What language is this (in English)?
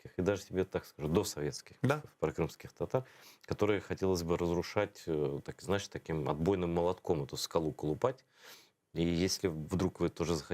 Crimean Tatar